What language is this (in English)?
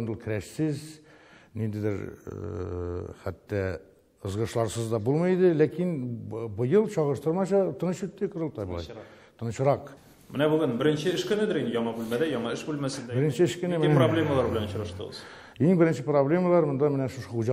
Tatar